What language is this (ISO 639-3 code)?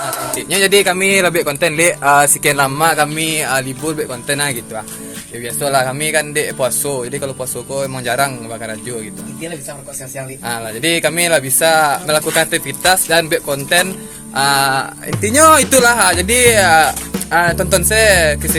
min